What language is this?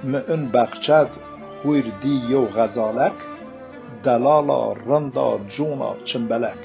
Zaza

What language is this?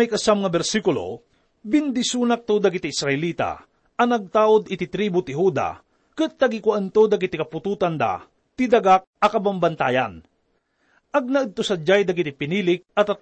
Iloko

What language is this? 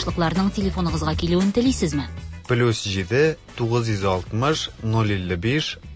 Tatar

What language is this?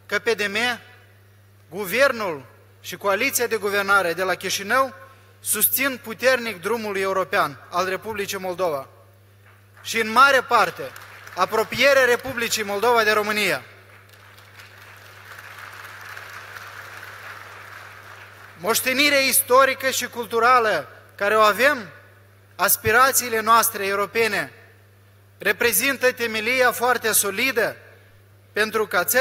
Romanian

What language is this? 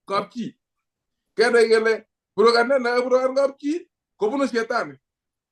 Kalenjin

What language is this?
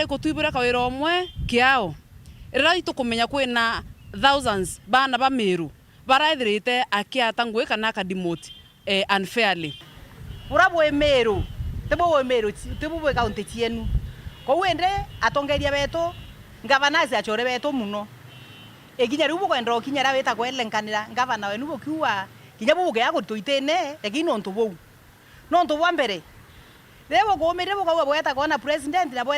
Meru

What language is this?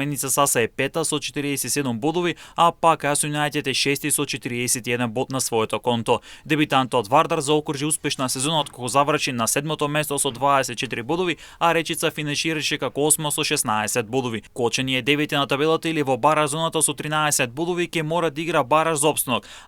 Macedonian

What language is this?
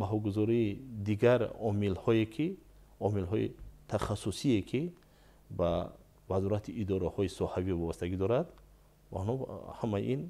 Tajik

